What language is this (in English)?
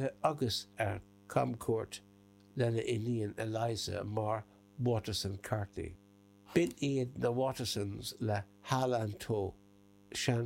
Irish